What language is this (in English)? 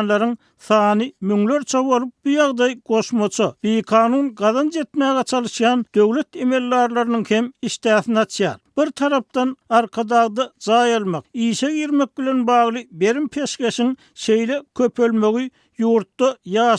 Turkmen